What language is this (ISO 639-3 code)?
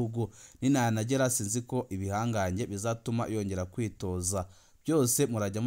run